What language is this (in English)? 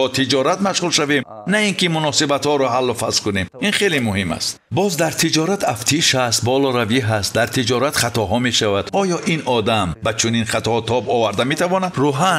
Tajik